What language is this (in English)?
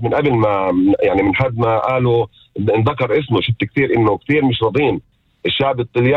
North Levantine Arabic